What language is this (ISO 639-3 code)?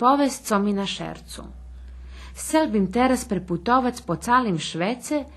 rue